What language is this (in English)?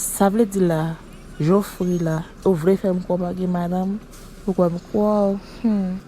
Haitian Creole